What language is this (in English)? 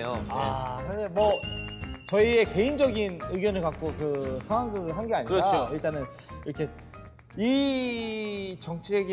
Korean